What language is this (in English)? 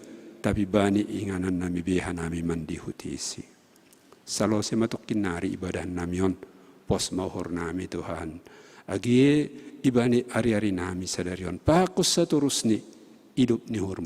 Batak Simalungun